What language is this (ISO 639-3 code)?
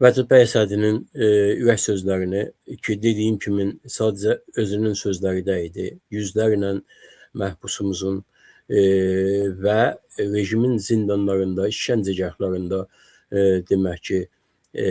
aze